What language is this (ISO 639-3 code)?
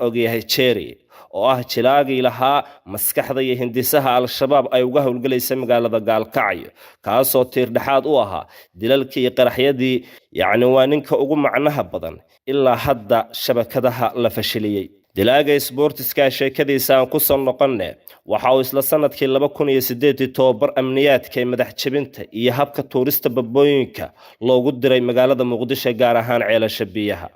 som